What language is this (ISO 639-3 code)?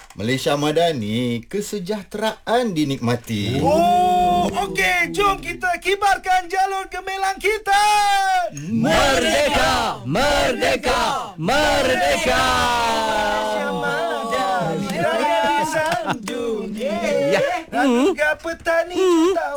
msa